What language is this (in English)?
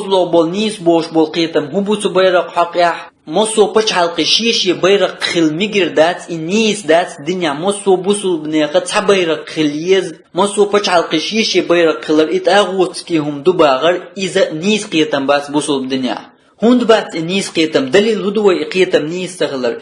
Chechen